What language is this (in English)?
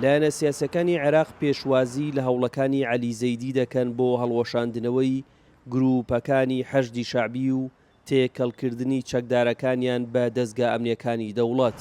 Central Kurdish